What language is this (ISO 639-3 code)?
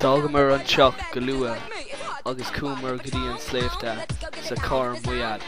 gle